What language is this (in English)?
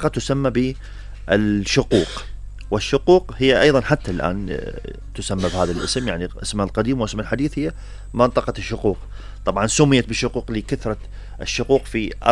Mesopotamian Arabic